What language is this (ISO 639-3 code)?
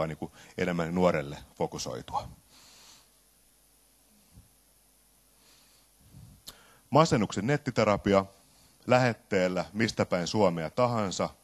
fin